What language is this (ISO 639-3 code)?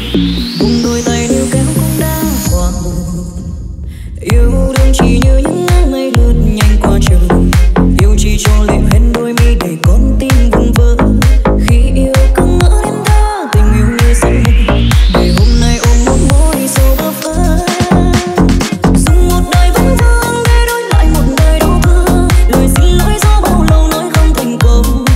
vie